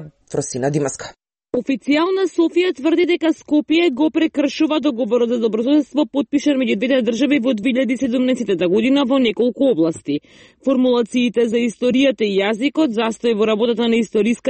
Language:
Macedonian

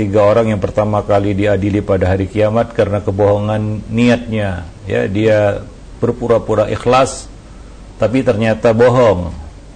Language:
Indonesian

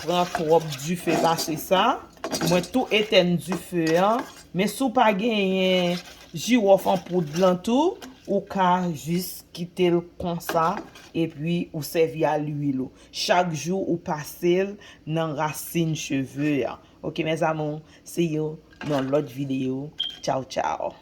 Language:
Haitian Creole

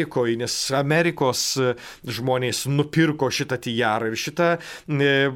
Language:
Lithuanian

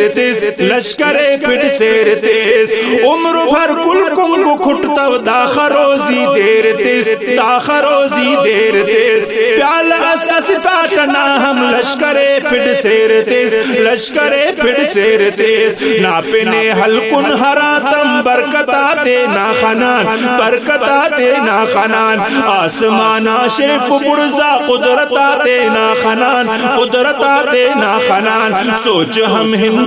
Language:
Brahui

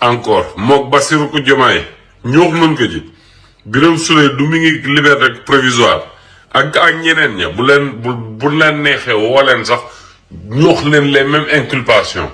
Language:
Wolof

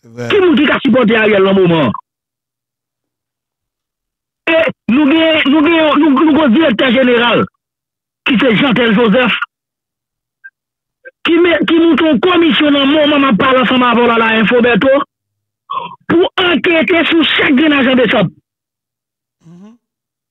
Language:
French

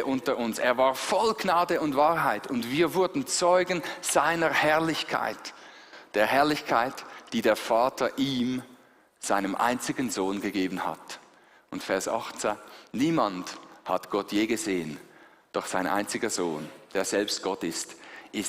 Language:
Swiss German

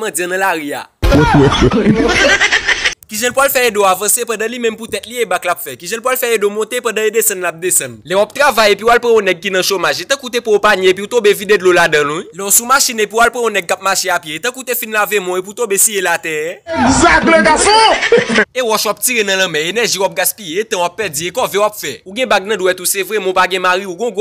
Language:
Haitian Creole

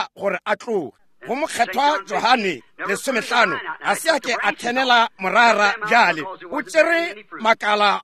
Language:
Northern Sotho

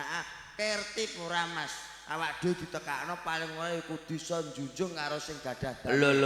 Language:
Javanese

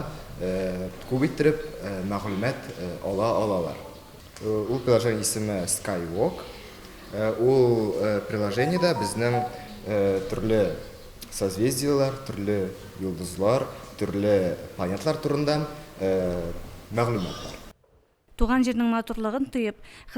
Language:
Tatar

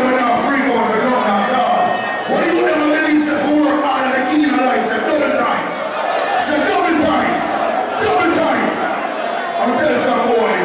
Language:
Jamaican Creole English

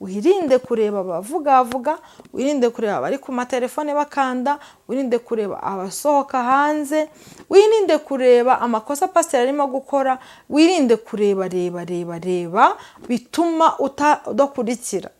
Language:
Kinyarwanda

